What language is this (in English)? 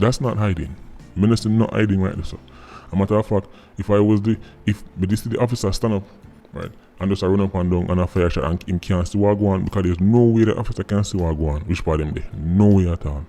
Jamaican Creole English